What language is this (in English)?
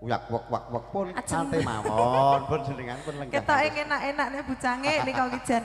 Javanese